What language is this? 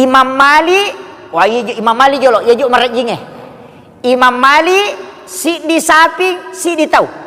Buginese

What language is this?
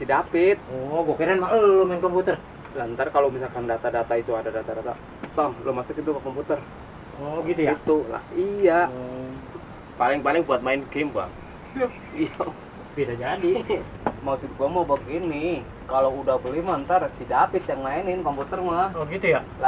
Betawi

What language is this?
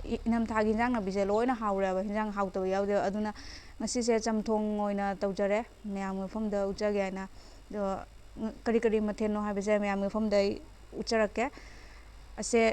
Manipuri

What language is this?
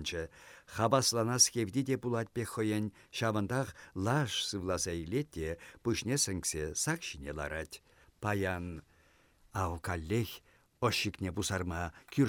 Chuvash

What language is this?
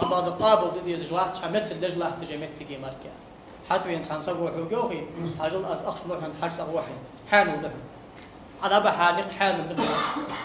Ingush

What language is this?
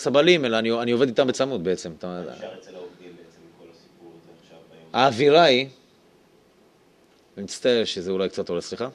Hebrew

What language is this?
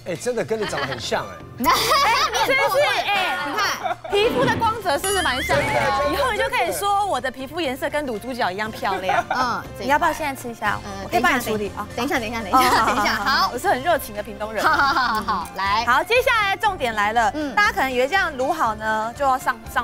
Chinese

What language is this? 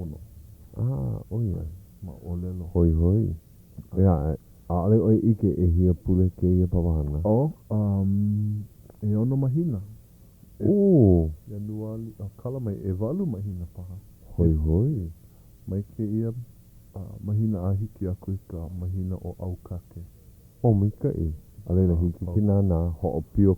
Hawaiian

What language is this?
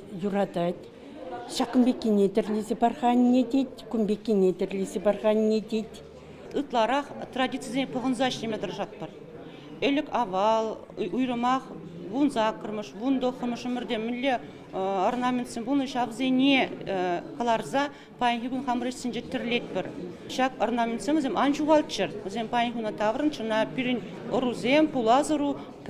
Chuvash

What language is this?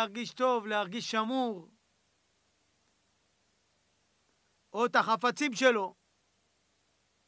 Hebrew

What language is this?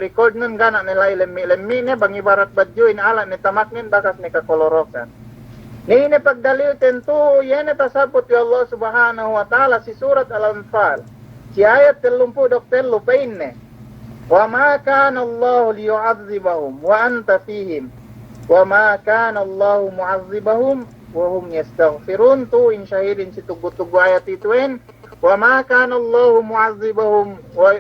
Yakan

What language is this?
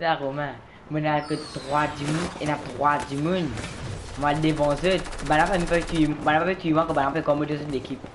Morisyen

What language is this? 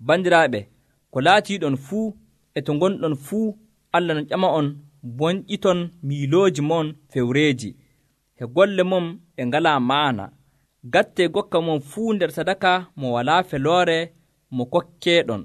Nigerian Fulfulde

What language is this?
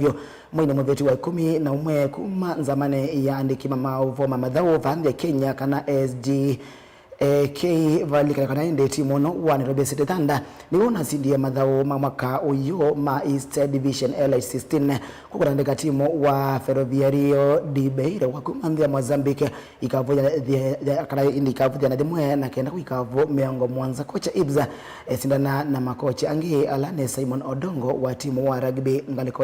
Kamba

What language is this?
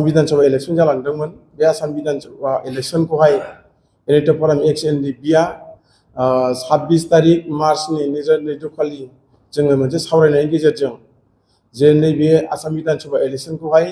Bodo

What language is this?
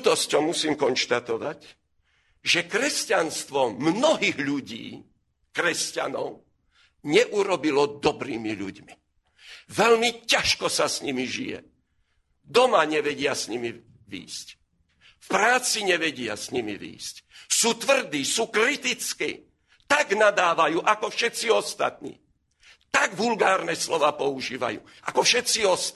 Slovak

